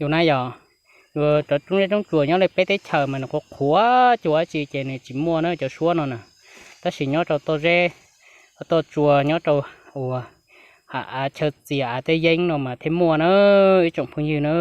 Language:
Hmong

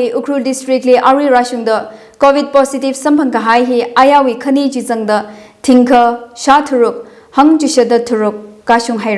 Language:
Tangkhul Naga (India)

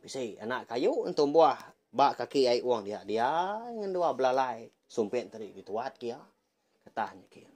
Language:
Iban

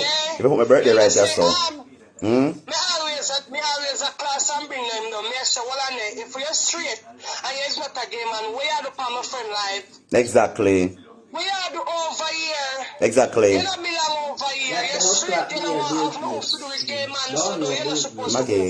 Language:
Jamaican Creole English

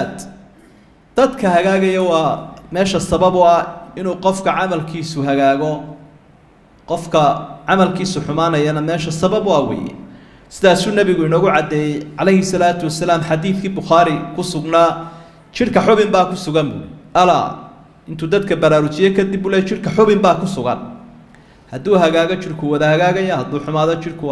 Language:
Somali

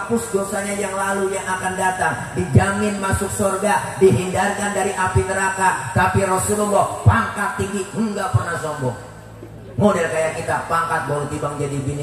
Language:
Betawi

